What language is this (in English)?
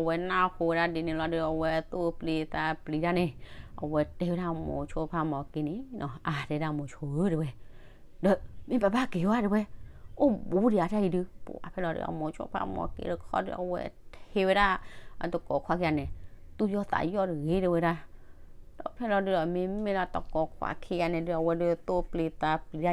S'gaw Karen